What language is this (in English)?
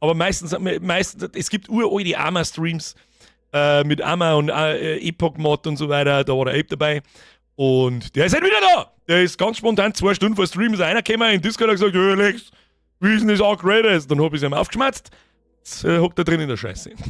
Bavarian